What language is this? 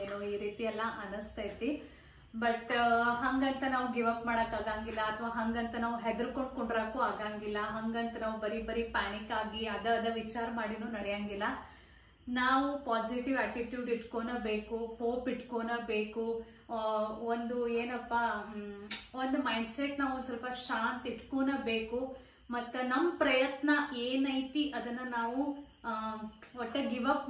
Kannada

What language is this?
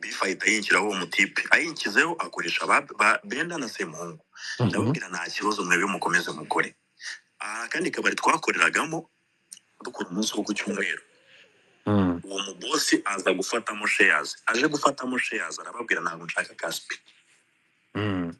Kinyarwanda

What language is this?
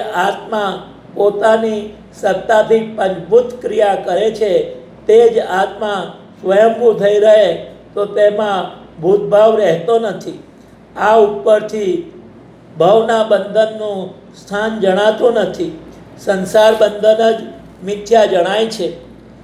Gujarati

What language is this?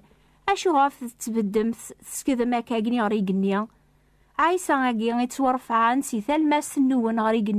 Kabyle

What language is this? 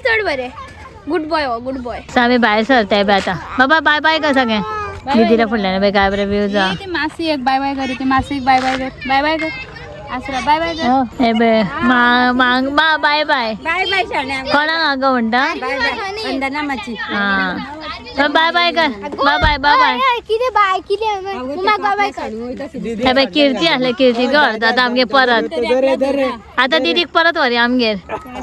Konkani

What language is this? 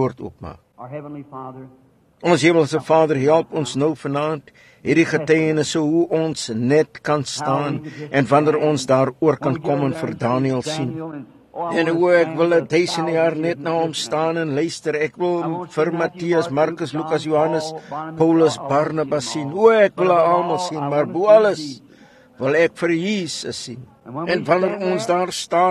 Afrikaans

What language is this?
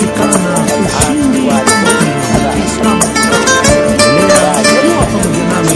Swahili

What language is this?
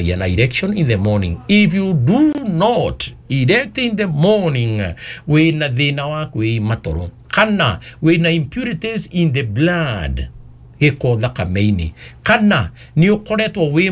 Kikuyu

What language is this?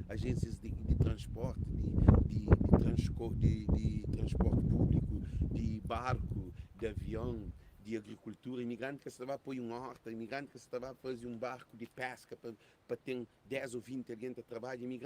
Kabuverdianu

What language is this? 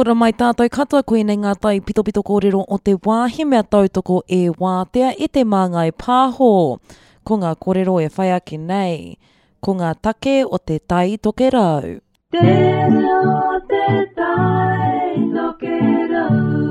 Māori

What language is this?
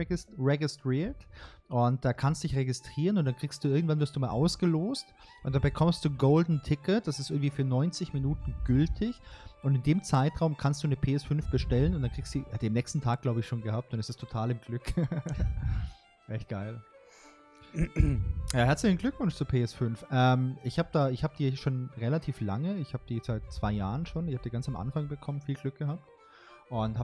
German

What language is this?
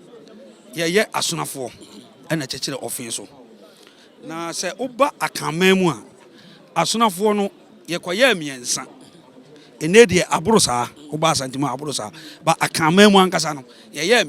Akan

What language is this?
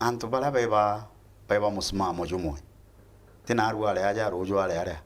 Meru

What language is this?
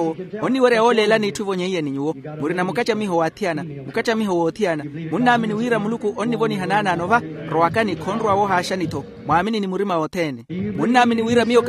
Makhuwa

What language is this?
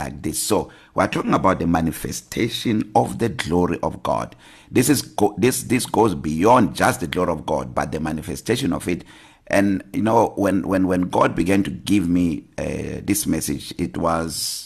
English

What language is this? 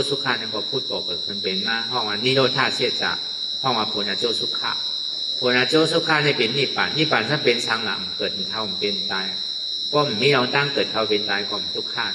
Shan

